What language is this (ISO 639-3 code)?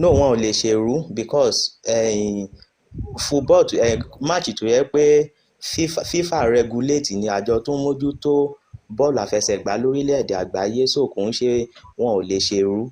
yor